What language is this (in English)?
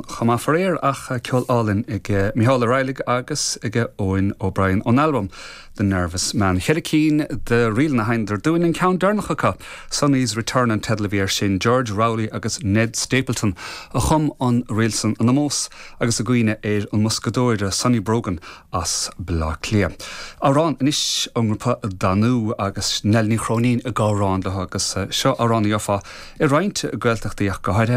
Irish